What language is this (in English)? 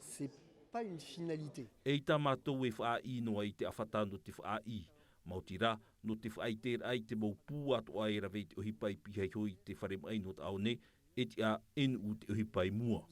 Tahitian